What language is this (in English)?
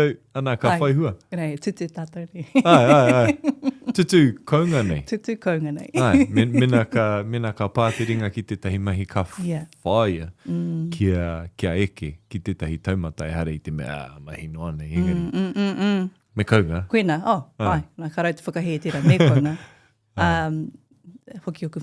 Māori